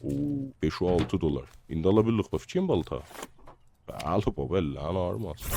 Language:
South Azerbaijani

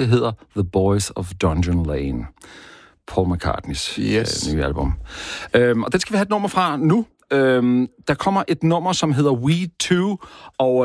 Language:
Danish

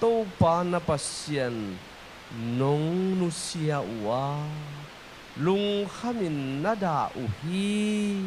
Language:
Tedim Chin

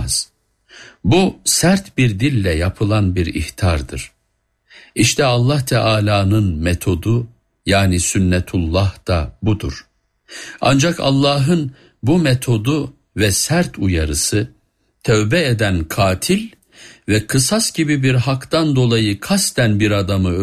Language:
Turkish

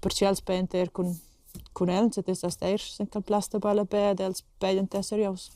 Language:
Romansh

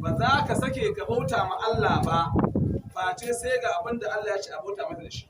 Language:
Hausa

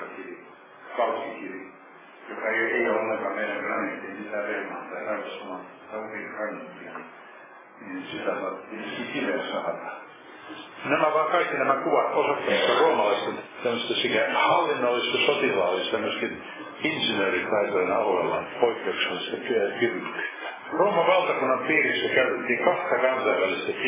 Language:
Finnish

